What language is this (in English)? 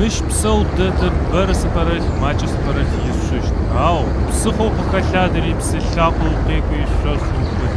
Adyghe